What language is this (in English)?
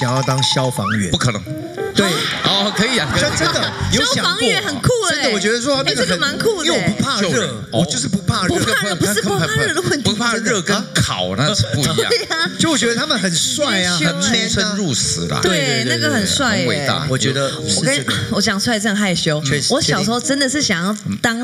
Chinese